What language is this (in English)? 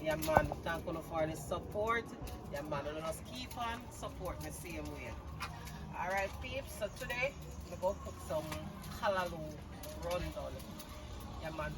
Jamaican Creole English